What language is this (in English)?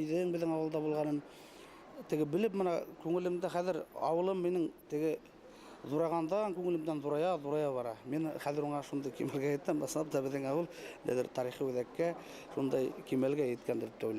Bashkir